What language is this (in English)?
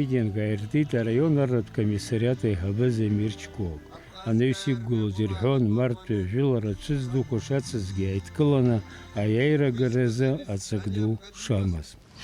Abkhazian